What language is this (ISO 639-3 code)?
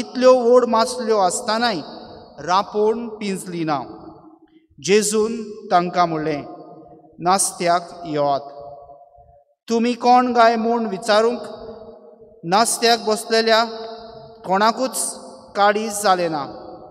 kok